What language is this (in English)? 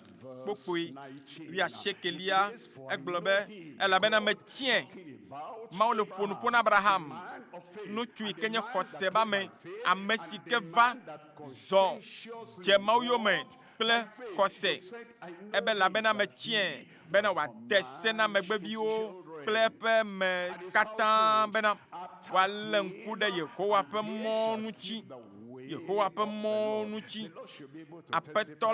Ewe